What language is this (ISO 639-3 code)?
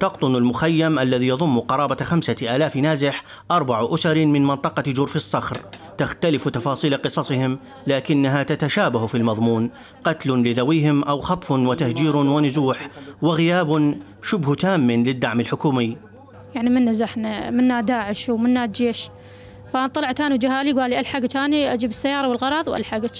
acm